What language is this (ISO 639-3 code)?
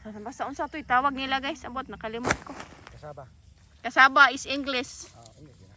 ceb